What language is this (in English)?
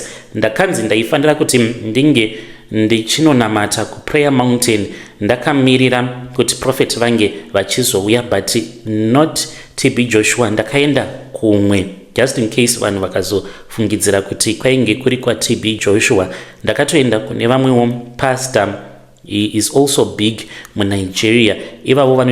Shona